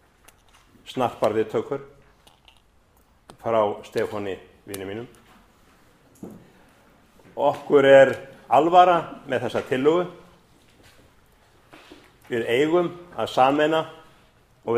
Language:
Icelandic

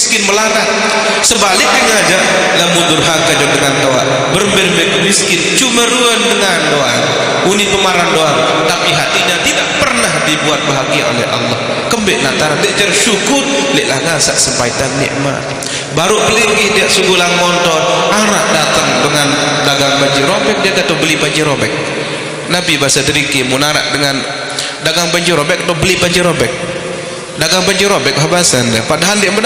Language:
Sasak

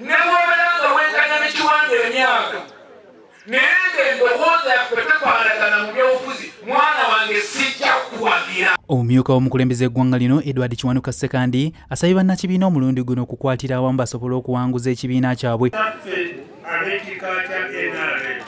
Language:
Ganda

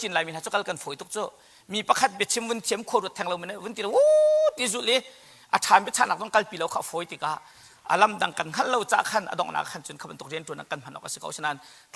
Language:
Hakha Chin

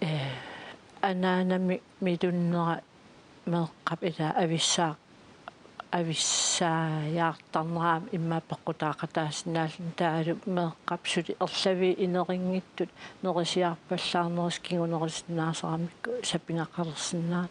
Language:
Kalaallisut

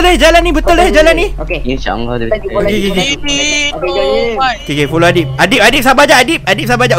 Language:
Malay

